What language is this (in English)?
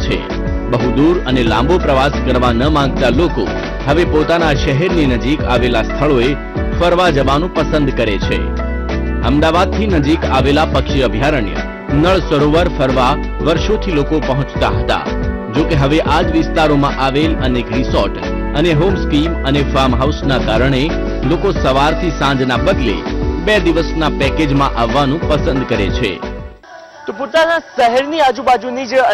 Gujarati